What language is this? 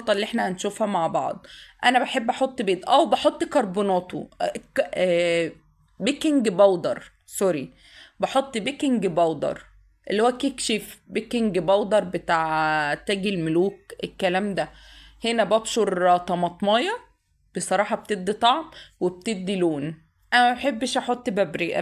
Egyptian Arabic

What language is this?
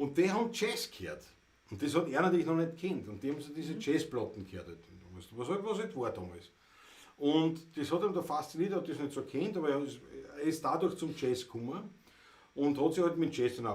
Bavarian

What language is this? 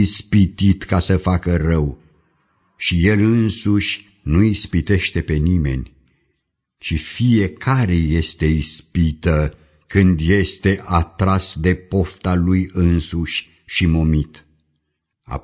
Romanian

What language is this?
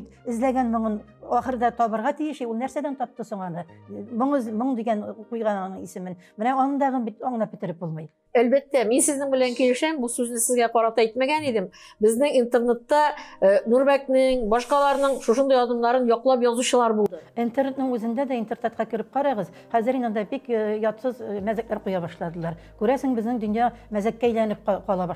Tatar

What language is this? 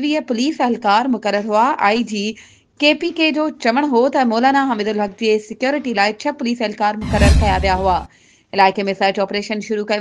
Sindhi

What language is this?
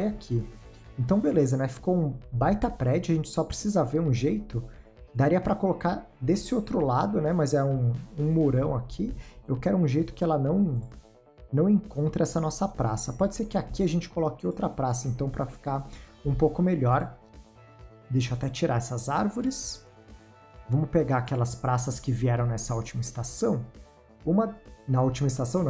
Portuguese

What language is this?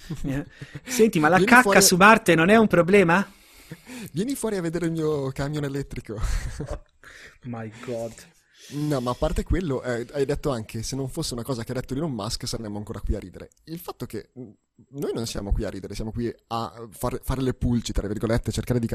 Italian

